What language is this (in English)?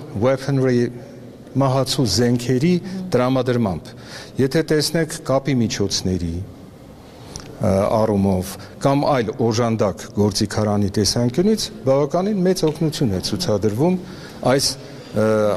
Armenian